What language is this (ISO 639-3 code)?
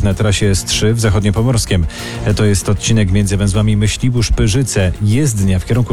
pol